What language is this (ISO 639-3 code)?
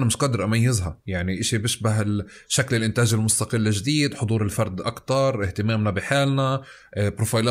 apc